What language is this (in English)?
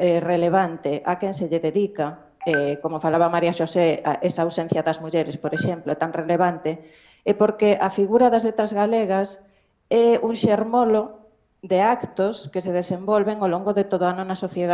Galician